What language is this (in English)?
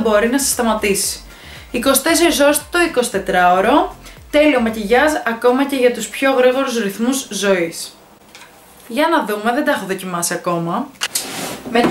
Greek